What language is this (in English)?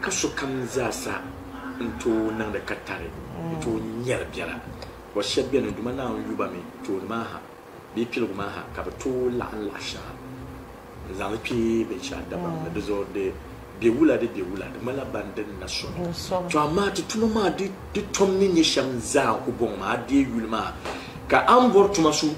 Dagbani